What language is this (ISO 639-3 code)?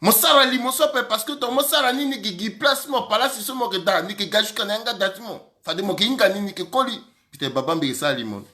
sag